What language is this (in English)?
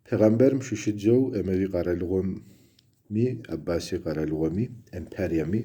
Kabardian